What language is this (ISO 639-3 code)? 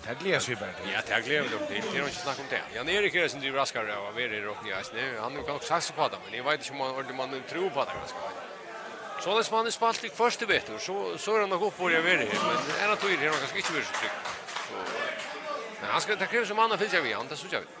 fao